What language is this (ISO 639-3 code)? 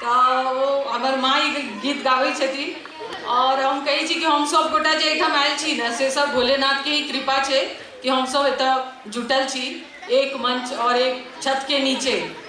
mai